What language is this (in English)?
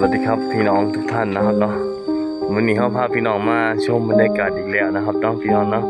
Northeastern Thai